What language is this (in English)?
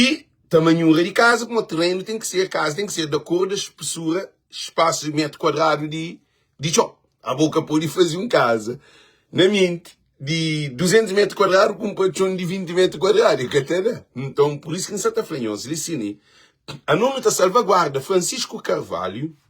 Kabuverdianu